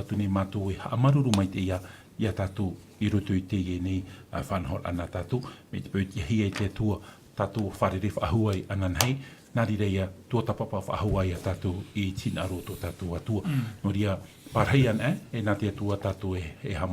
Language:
Tahitian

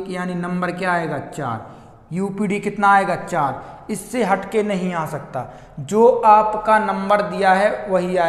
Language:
Hindi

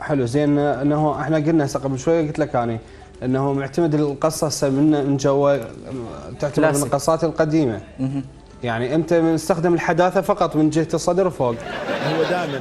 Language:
Mesopotamian Arabic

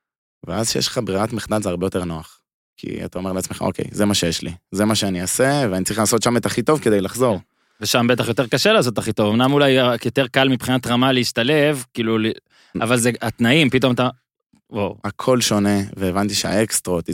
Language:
Hebrew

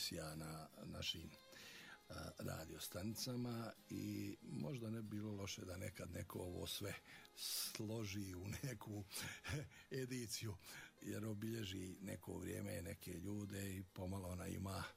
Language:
Bosnian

